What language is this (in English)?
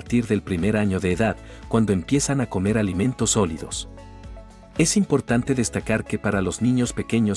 Spanish